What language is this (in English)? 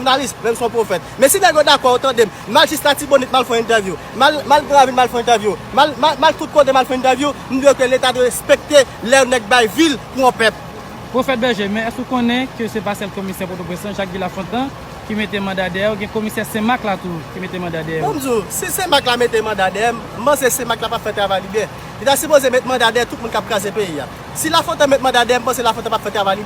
Haitian Creole